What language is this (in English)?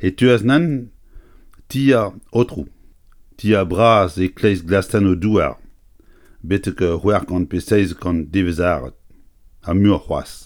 Breton